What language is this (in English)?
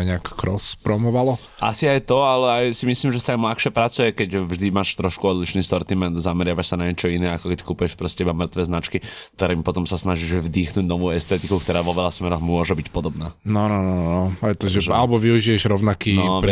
Slovak